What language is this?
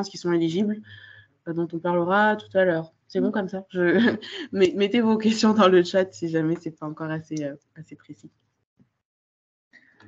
French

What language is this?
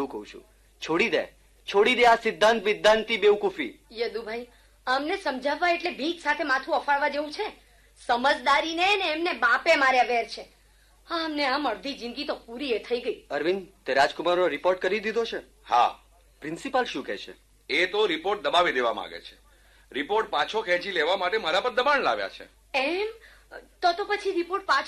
Gujarati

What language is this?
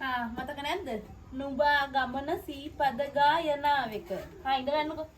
Sinhala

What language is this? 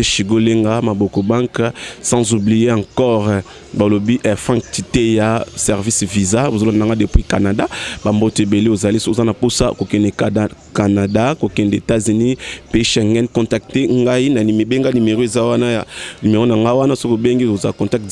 Lingala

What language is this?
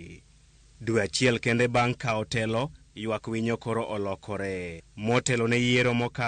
Luo (Kenya and Tanzania)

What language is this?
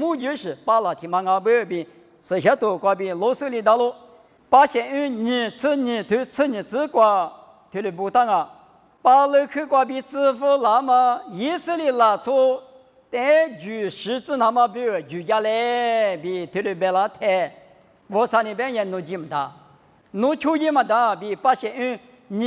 Lisu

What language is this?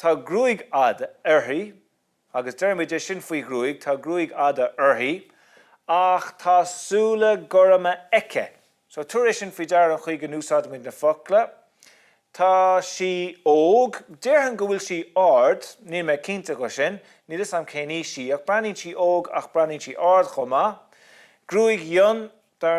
Irish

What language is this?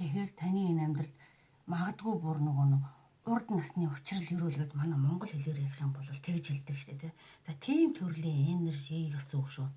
Mongolian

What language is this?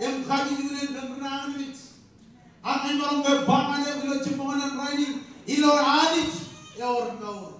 Marshallese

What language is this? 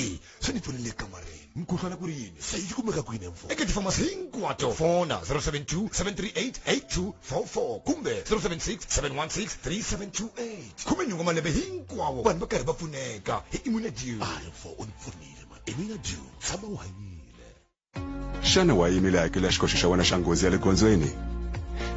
Tsonga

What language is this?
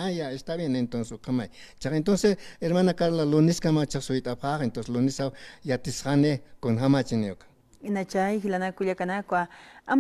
Aymara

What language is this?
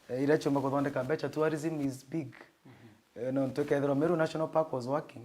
Meru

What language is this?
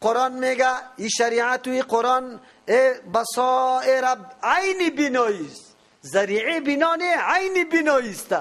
Persian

